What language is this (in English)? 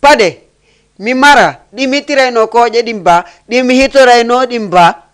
Fula